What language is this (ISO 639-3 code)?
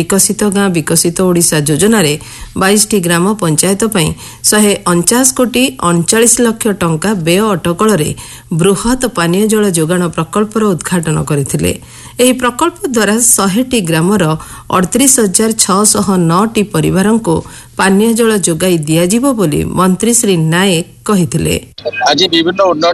ori